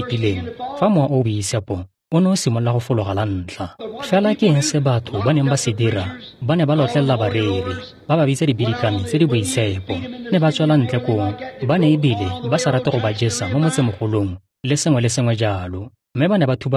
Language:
Tswana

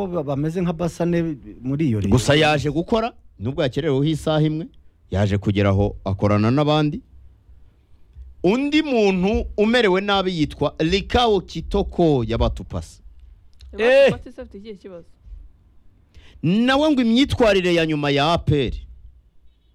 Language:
Kinyarwanda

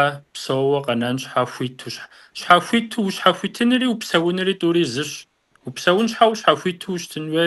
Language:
Kabardian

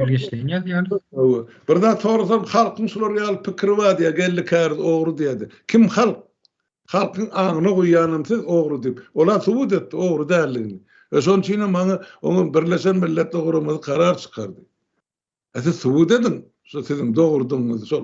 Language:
Turkmen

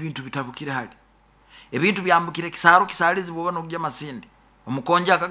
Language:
Nyoro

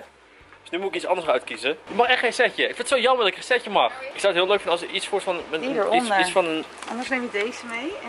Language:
Dutch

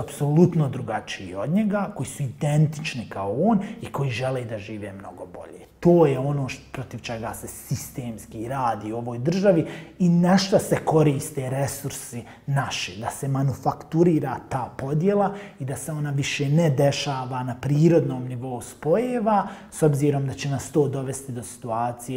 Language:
Bosnian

